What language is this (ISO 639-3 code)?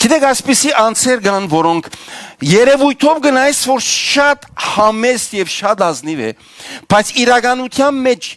hyw